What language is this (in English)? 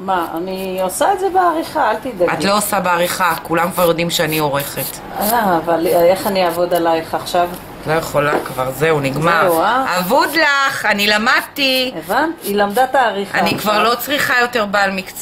Hebrew